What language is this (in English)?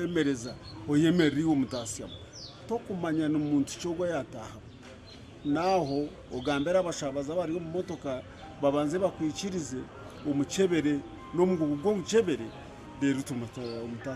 Nyankole